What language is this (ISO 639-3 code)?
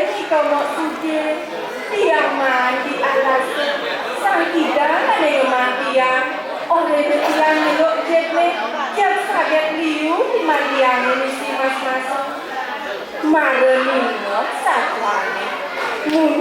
ban